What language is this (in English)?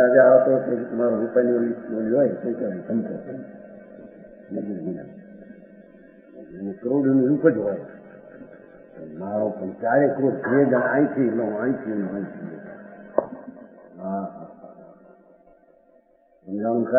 Gujarati